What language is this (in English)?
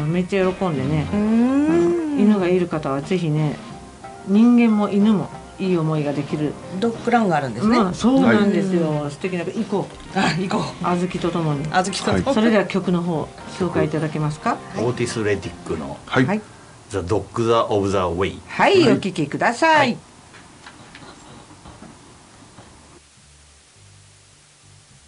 Japanese